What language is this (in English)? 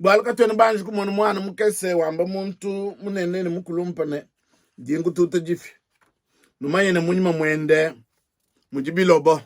Luba-Lulua